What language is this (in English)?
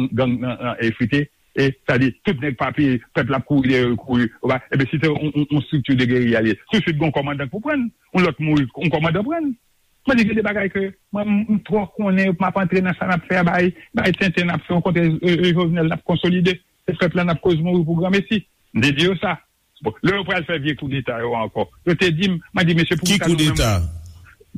Haitian Creole